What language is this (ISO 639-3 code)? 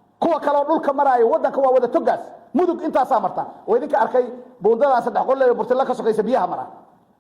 som